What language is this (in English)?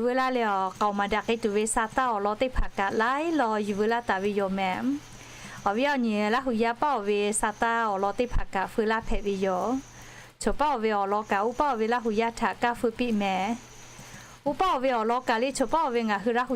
Lahu